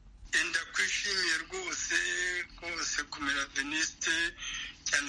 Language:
Kinyarwanda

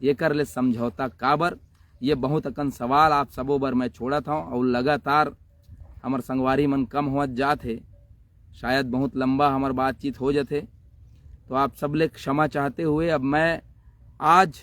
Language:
Chhattisgarhi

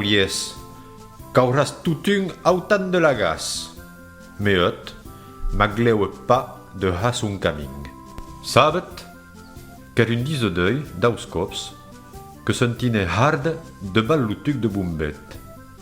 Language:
Occitan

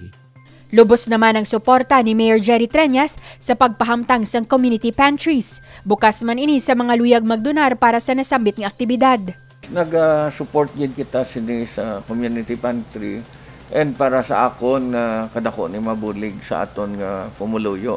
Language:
Hiligaynon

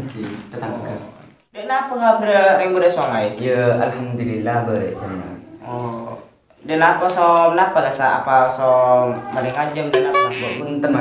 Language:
Madurese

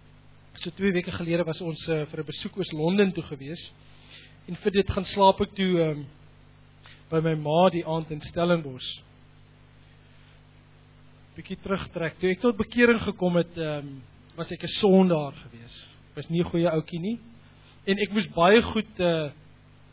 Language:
Afrikaans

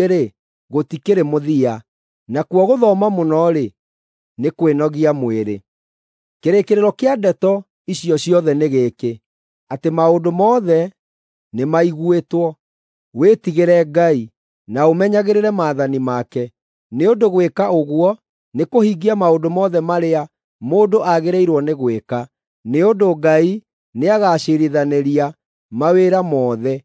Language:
Kikuyu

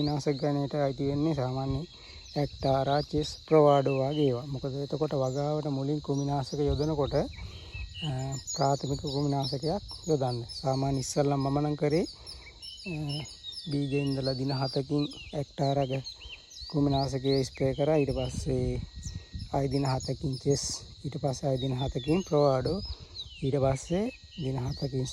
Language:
Sinhala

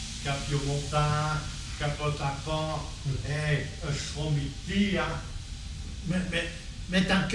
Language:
Picard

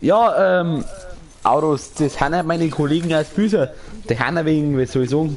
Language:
Bavarian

